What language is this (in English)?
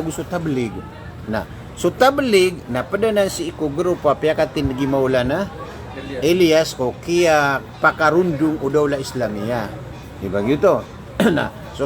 Maranao